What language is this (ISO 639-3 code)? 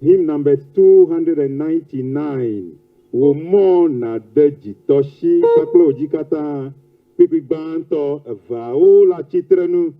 ewe